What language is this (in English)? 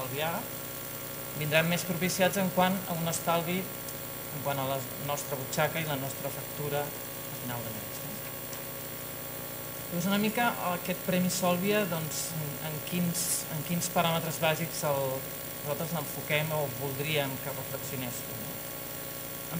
Catalan